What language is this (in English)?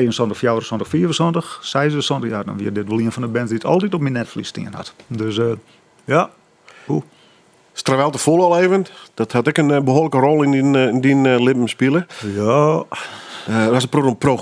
Western Frisian